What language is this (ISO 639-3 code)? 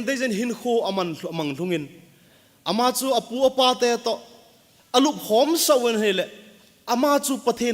tcz